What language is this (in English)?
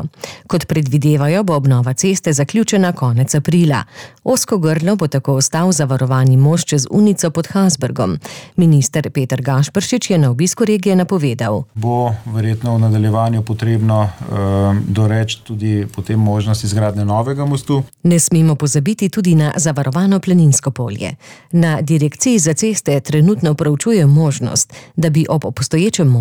Slovenian